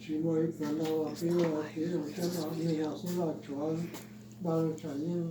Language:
Hmong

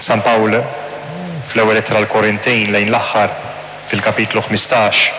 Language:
Maltese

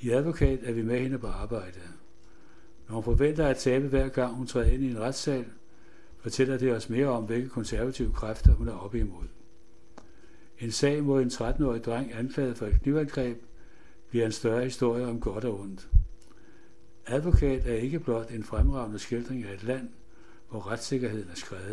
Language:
Danish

